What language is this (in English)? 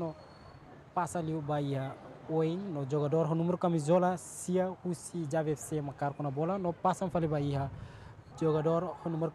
Tetum